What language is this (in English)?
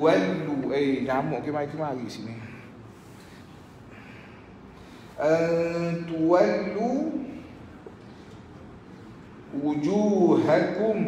Malay